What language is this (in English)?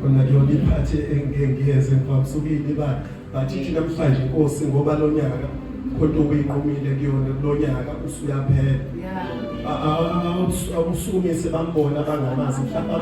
Zulu